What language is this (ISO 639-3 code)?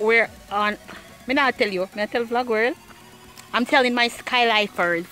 jam